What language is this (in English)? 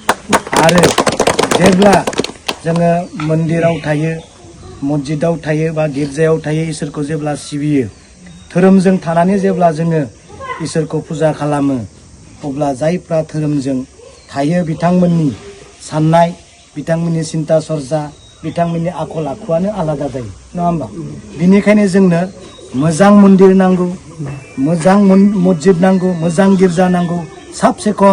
Bodo